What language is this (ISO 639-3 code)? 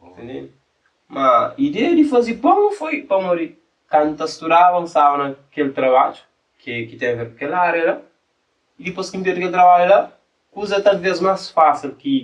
kea